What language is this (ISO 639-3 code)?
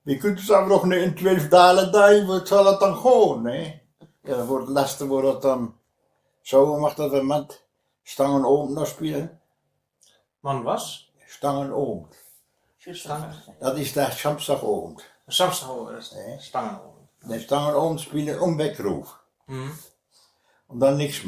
wep